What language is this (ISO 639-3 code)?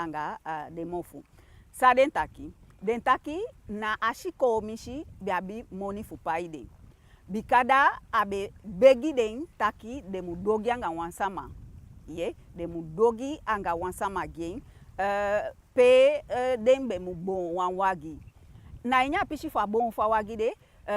djk